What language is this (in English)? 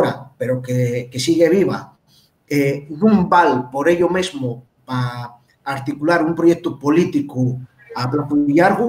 Asturian